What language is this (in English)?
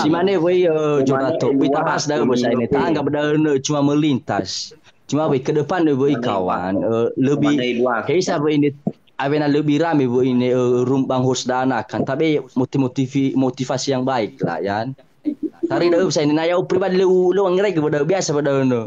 Nias